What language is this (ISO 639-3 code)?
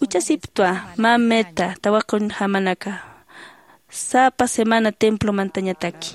aym